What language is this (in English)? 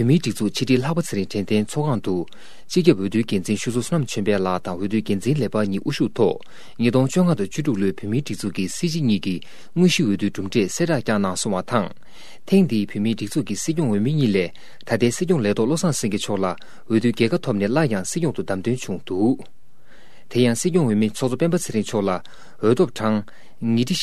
Tibetan